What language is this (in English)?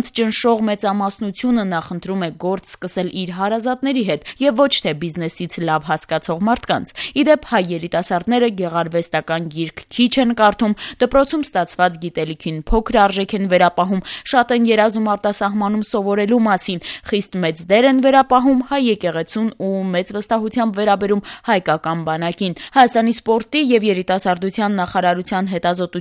Armenian